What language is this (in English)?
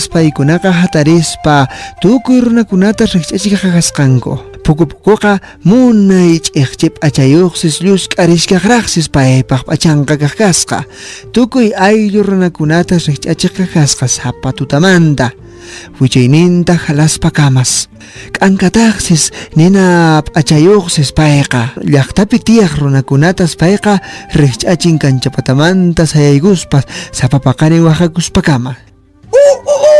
Quechua